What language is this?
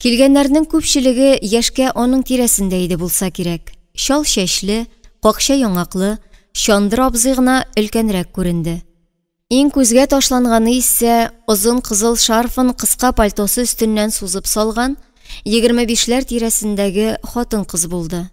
Tatar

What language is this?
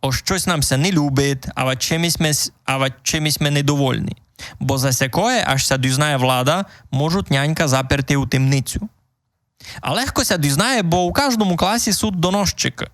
Rusyn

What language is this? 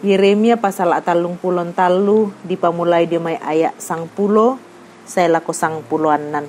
Toraja-Sa'dan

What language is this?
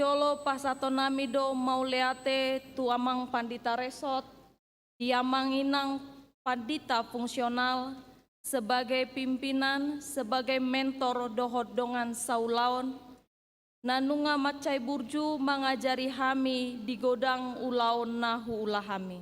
Batak Toba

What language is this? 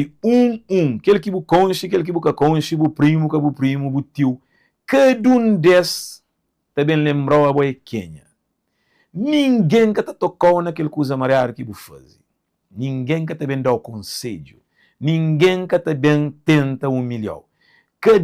Kabuverdianu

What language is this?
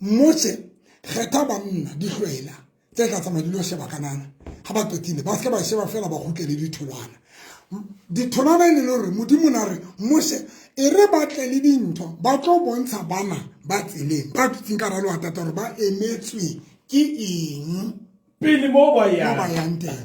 Southern Sotho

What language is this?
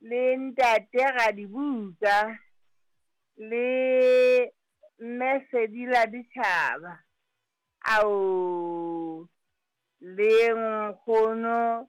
Southern Sotho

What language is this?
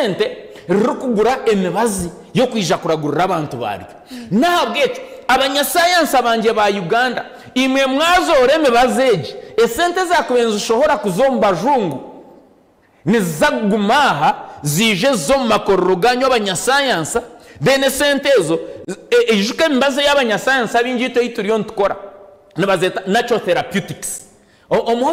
Nyankole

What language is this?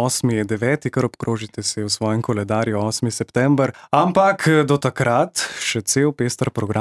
Slovenian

